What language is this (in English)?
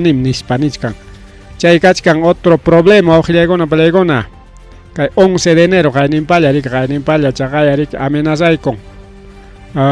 Ayacucho Quechua